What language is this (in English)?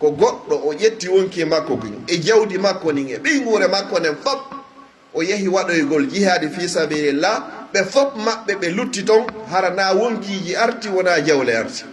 Pular